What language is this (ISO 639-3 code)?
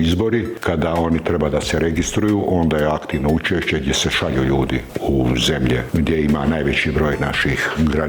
bos